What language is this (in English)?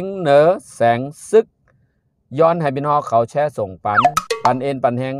Shan